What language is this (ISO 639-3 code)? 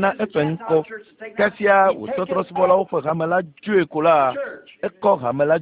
ewe